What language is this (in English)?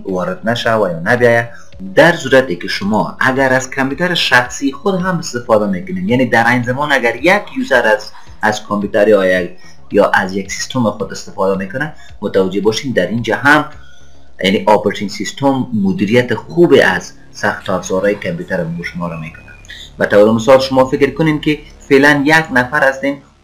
Persian